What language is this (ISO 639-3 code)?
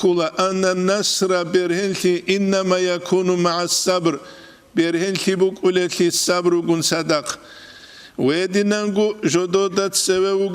ava